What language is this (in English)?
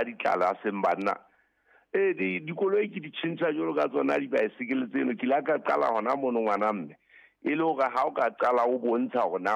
Southern Sotho